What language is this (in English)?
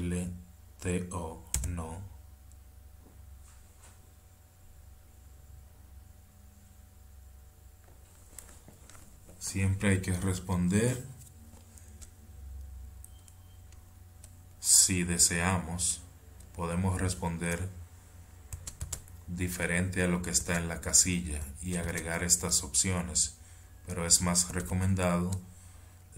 Spanish